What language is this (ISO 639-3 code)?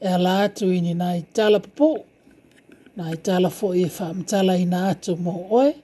smo